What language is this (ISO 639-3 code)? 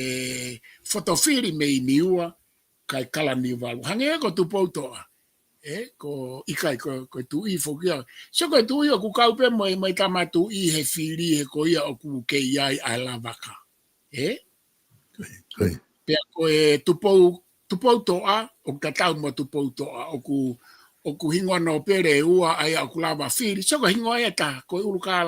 ton